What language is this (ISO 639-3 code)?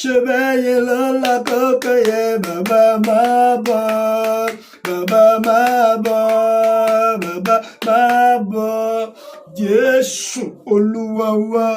yor